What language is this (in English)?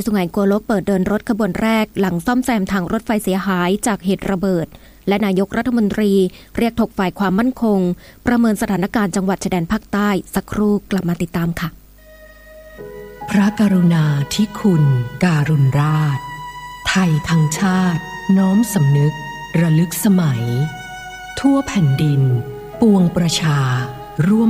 Thai